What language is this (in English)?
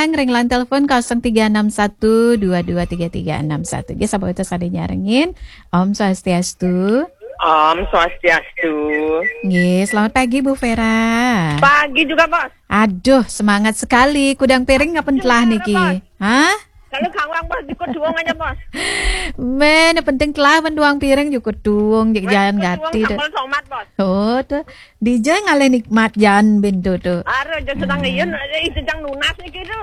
Balinese